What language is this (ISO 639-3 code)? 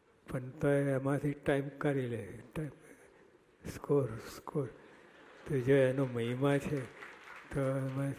guj